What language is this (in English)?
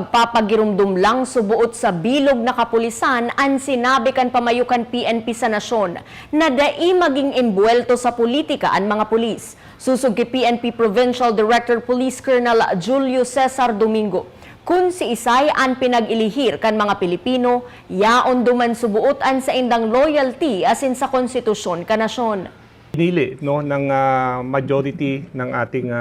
Bikol